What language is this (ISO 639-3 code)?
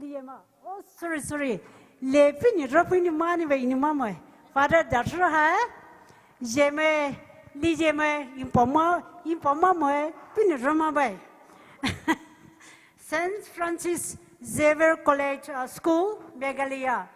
pmx